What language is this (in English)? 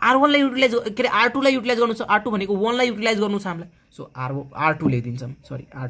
Nepali